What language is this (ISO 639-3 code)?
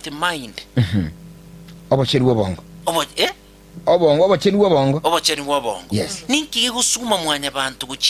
guz